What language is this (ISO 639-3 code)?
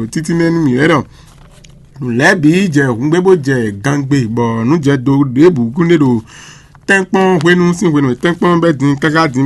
fon